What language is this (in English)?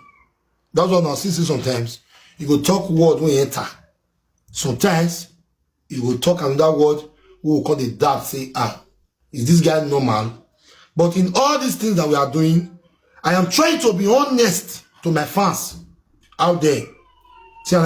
Nigerian Pidgin